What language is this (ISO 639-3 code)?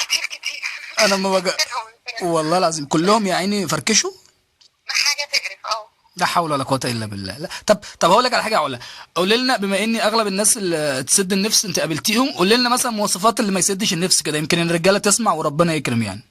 arz